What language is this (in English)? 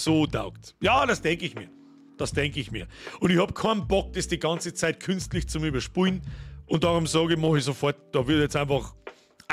Bavarian